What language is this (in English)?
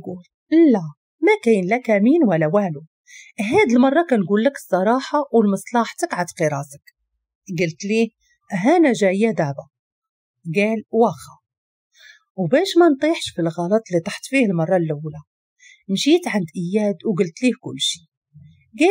Moroccan Arabic